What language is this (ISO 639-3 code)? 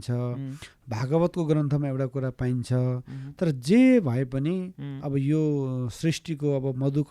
nep